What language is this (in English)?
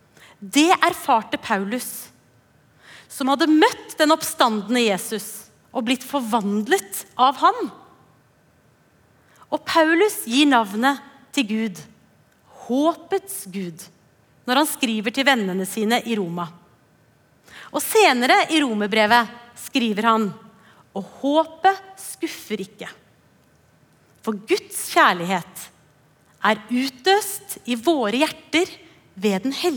Norwegian